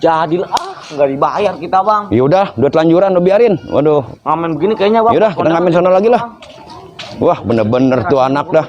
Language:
Betawi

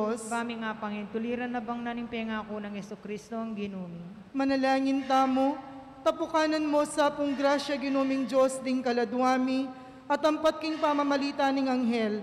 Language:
Pampanga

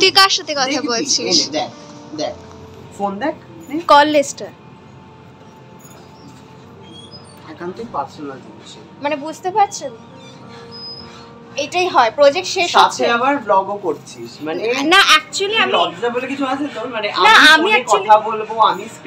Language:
Bangla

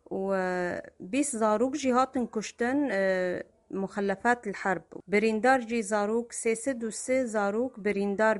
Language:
Kurdish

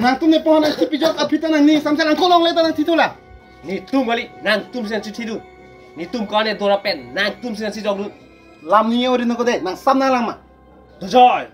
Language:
Karbi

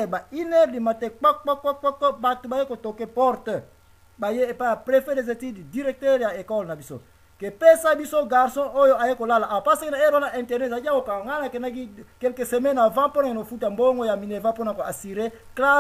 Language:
Lingala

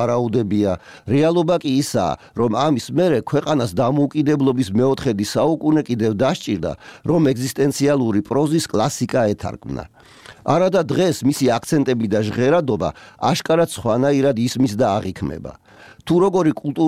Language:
Georgian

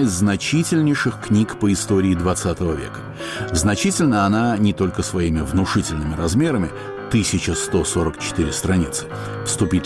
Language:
Russian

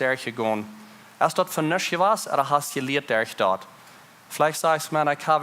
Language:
Plautdietsch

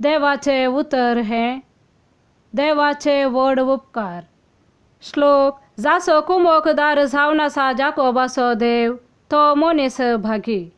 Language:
Konkani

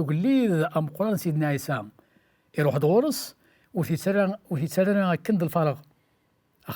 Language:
Kabyle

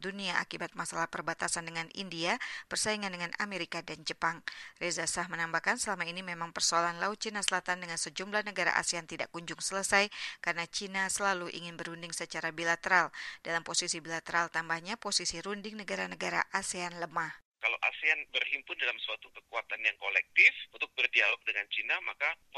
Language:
Indonesian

